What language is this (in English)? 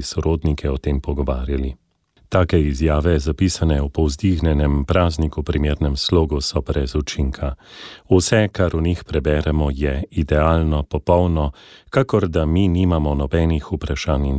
Slovenian